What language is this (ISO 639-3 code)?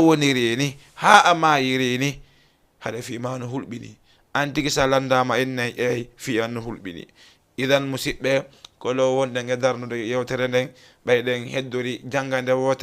ful